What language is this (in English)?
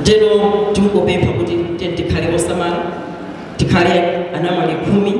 Nyanja